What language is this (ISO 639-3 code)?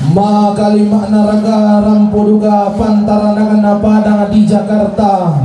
sda